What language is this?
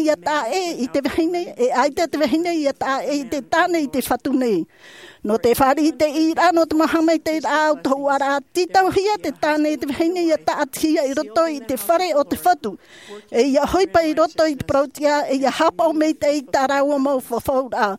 Tahitian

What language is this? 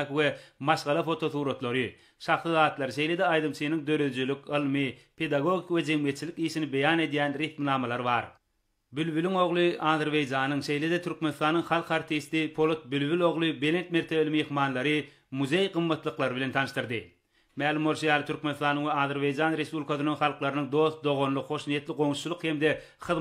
Turkmen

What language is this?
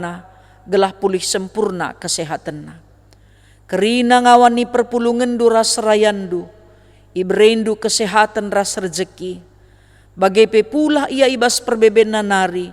Batak Karo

